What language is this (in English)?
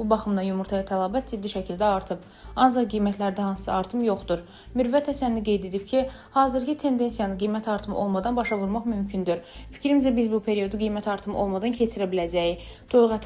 Azerbaijani